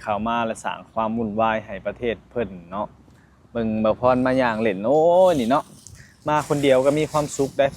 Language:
Lao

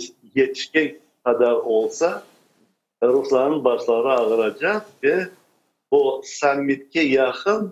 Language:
Crimean Tatar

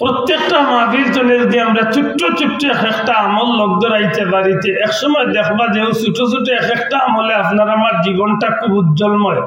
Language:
Sylheti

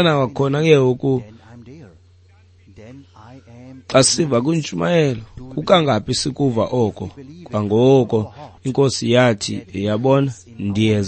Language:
Xhosa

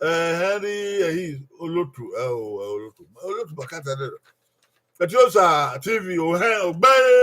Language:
Bini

